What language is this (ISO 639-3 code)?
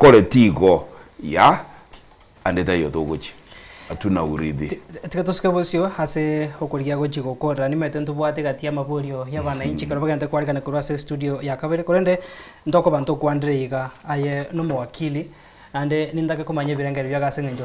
guz